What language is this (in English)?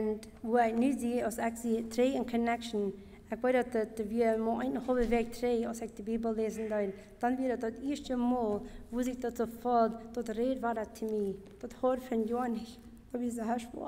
Plautdietsch